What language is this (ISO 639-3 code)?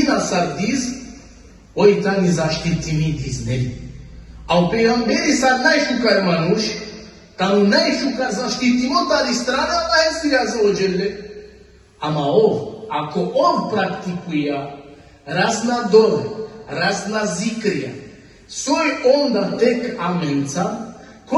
rmn